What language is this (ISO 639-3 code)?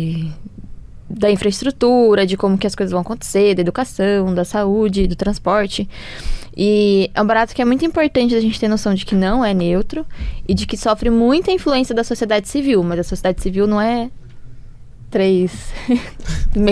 por